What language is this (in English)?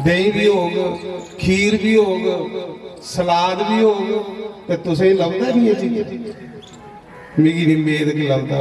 Dogri